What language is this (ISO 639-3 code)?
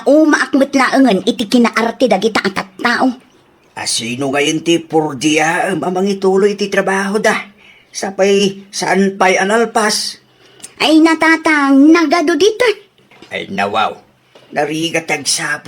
ilo